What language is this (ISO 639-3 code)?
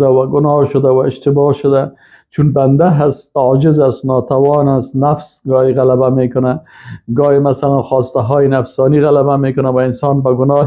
fas